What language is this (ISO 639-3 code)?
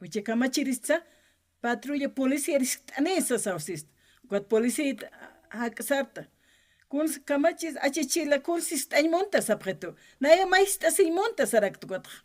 aym